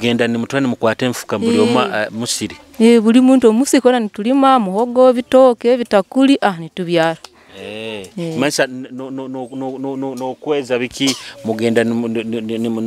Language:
Nyoro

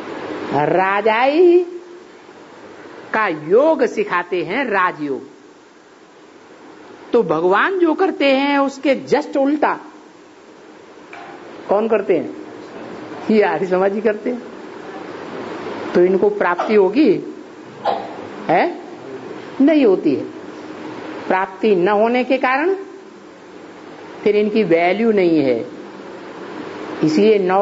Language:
Hindi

